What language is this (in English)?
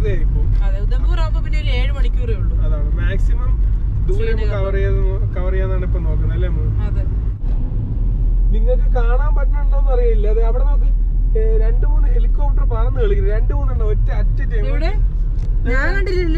Malayalam